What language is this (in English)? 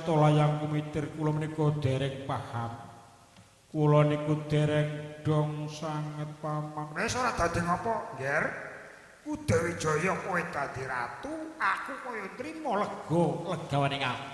Javanese